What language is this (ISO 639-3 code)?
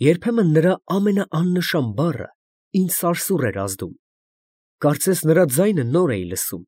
hye